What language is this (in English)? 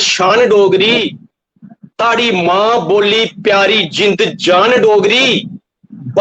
Dogri